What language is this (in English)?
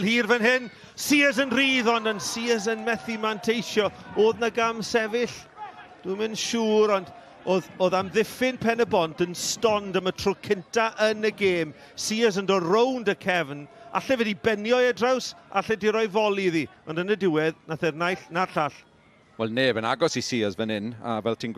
Welsh